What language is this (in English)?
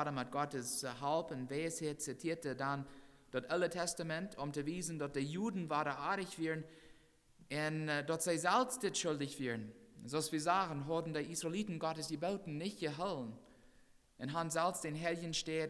Plautdietsch